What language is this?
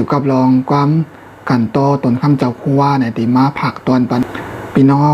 Shan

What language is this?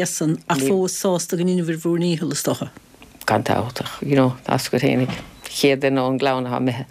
Irish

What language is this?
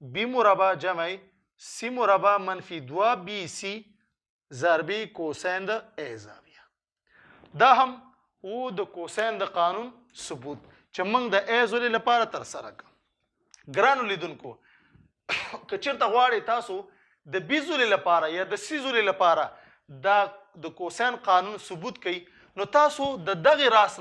Pashto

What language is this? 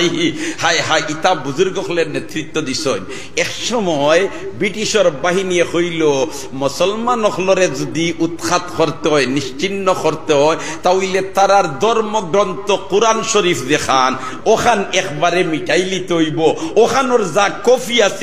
Sylheti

